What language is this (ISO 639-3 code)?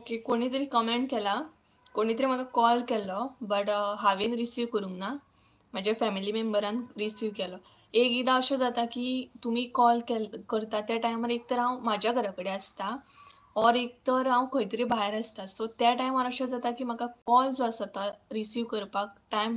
kok